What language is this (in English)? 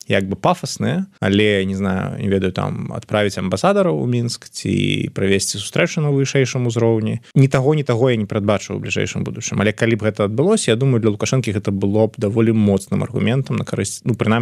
Belarusian